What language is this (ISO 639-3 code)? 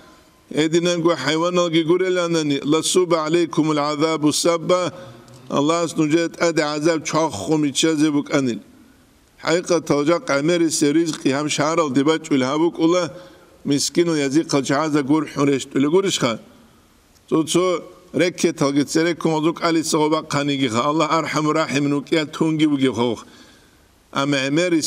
ava